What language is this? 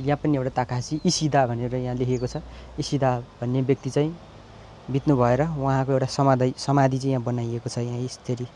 Nepali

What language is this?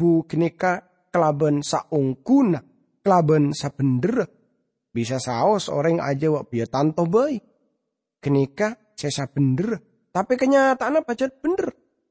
Madurese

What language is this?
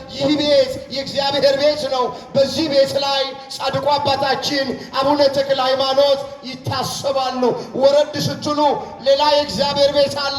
Amharic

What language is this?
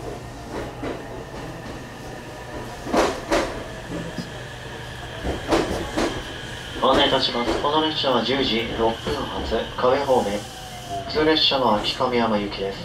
Japanese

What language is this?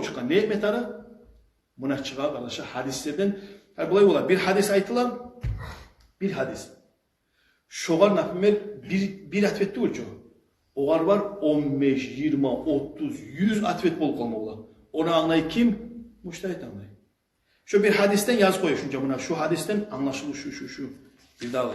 Kumyk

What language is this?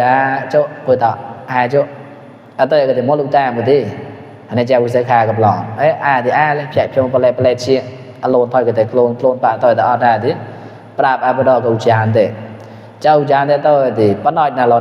Mon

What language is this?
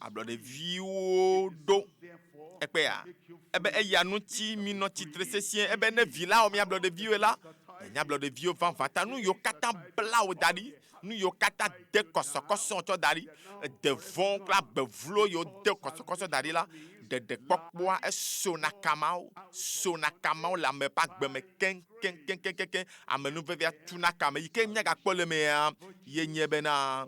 Ewe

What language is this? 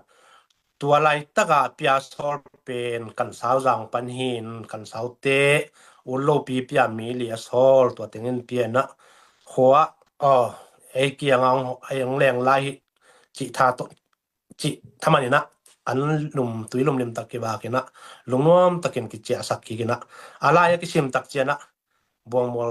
Tedim Chin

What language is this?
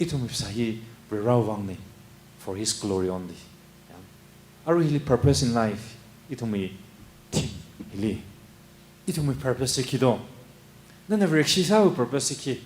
Tangkhul Naga (India)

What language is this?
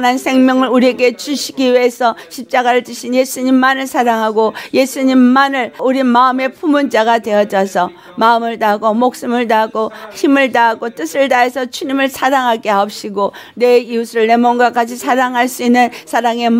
Korean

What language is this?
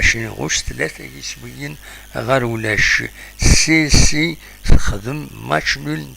Kabyle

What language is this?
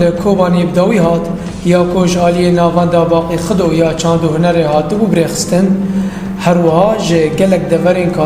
Kurdish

